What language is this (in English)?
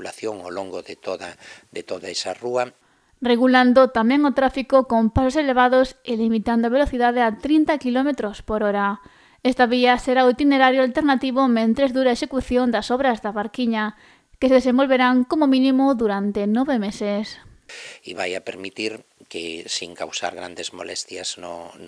Galician